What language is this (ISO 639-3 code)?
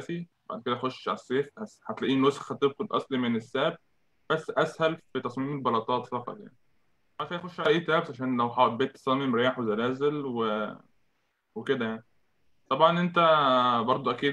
arz